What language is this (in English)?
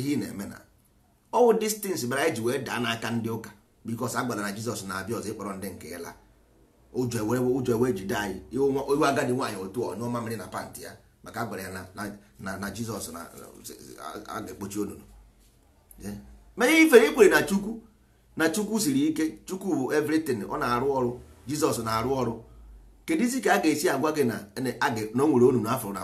Igbo